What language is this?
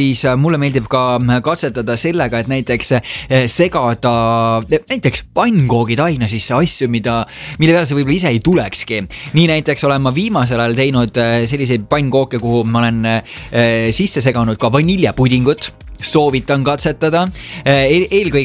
Estonian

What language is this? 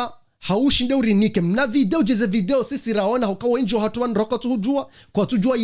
Ngazidja Comorian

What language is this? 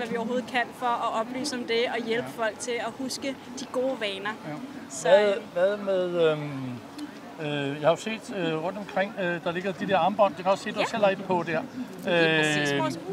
Danish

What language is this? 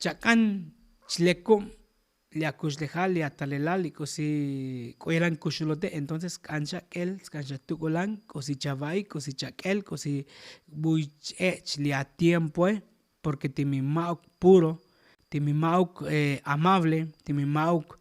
Tzotzil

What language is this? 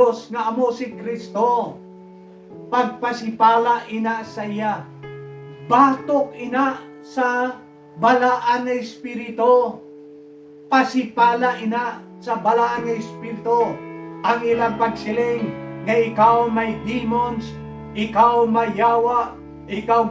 Hiligaynon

